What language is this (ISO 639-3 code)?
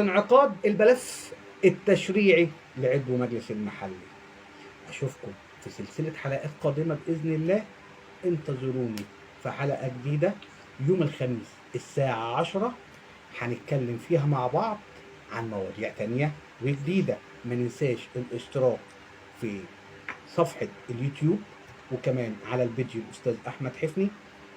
arz